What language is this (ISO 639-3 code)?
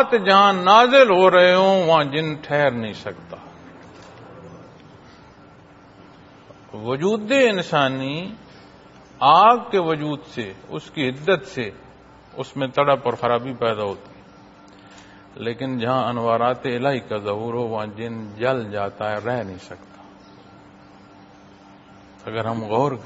urd